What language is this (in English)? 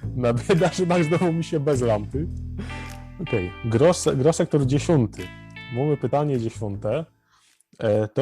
Silesian